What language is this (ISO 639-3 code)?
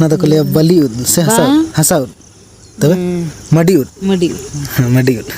sat